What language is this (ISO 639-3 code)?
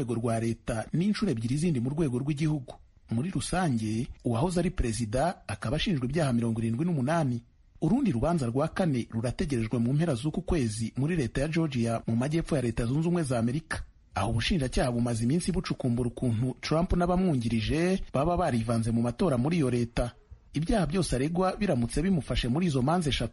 kin